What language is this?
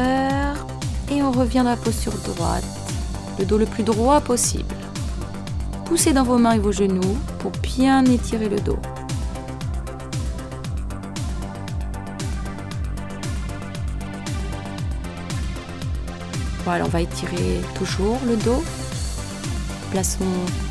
French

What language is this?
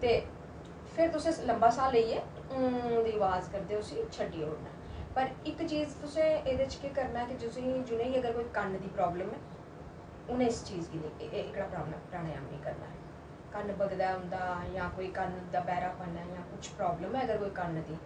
Dogri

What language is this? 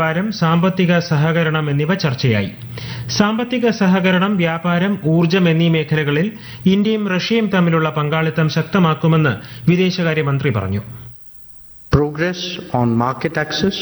Malayalam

